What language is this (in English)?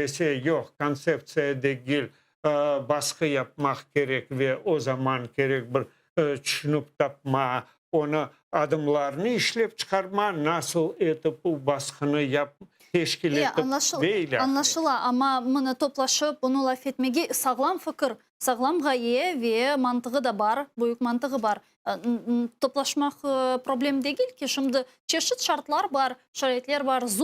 Crimean Tatar